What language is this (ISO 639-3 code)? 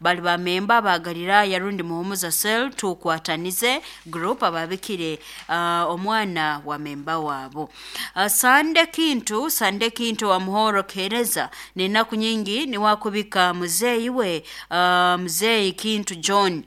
nyo